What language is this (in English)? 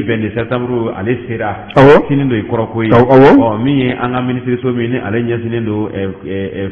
Bambara